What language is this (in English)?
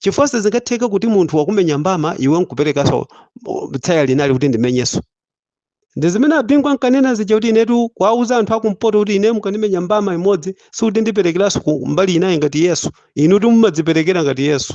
Nyanja